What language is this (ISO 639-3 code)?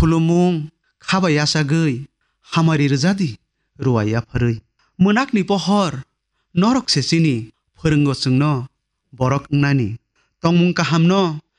trp